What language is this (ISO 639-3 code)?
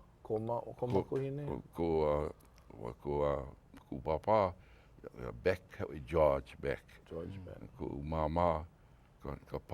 haw